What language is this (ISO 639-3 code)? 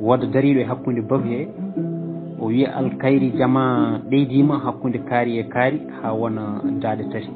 ful